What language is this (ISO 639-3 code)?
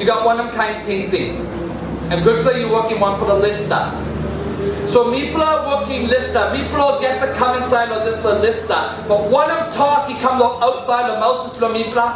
tpi